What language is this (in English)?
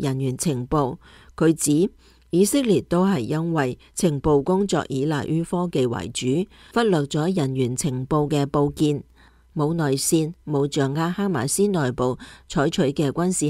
Cantonese